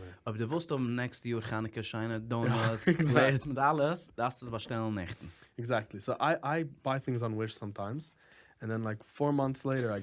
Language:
Yiddish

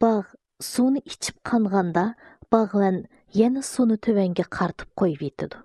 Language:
Uyghur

